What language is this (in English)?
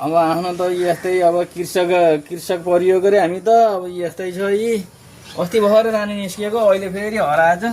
Nepali